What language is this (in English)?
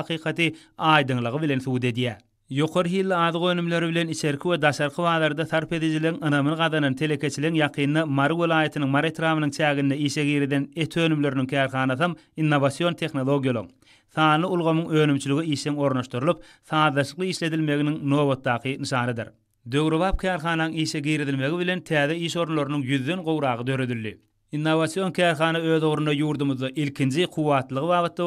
Turkmen